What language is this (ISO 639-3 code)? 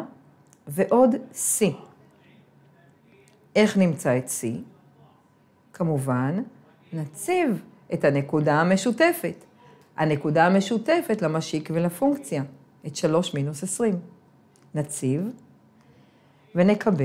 heb